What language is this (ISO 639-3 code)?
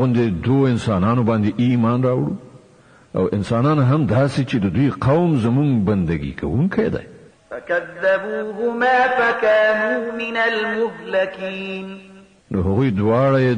pus